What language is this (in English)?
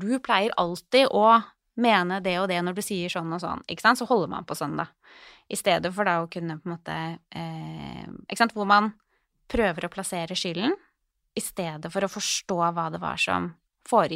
Norwegian